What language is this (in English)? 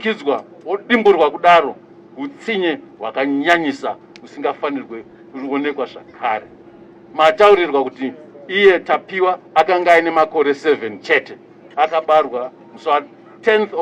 Shona